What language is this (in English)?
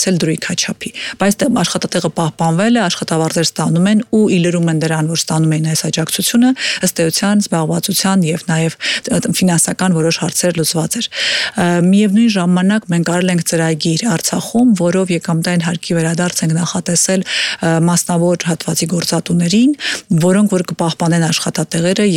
Armenian